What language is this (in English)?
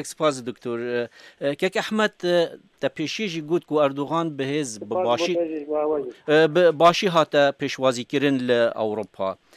Kurdish